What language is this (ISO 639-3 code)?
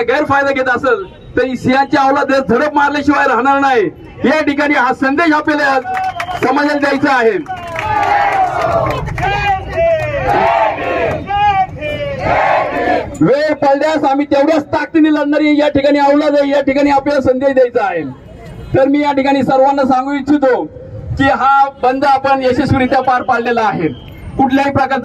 mar